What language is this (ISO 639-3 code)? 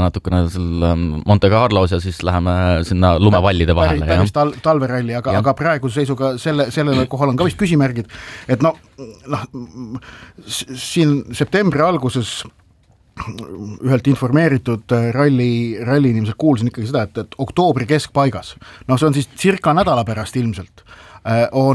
est